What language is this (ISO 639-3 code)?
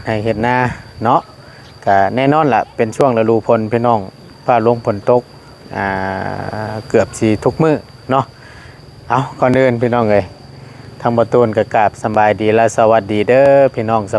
lao